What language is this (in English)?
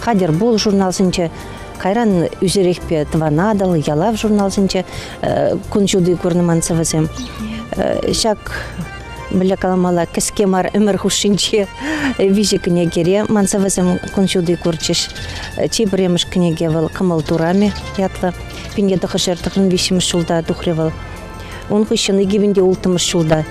Chuvash